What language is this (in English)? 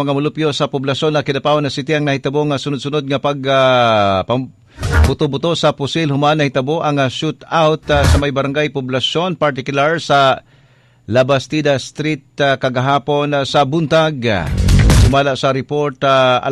Cebuano